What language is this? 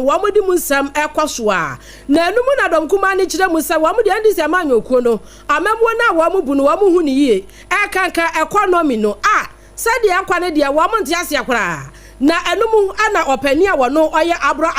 Akan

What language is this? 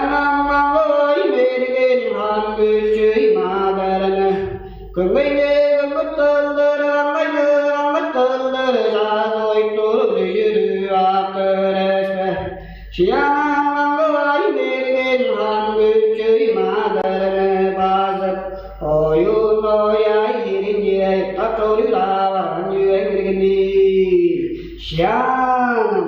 Tuvinian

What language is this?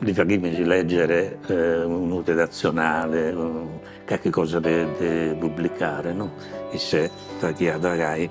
Sardinian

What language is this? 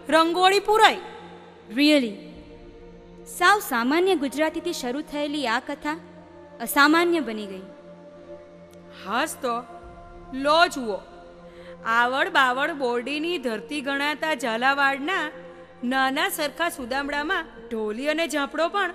Gujarati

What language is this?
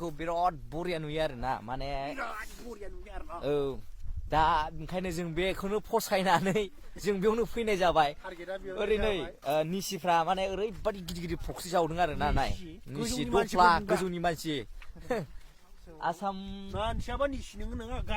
Bodo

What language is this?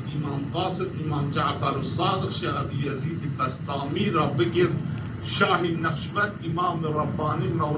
Zaza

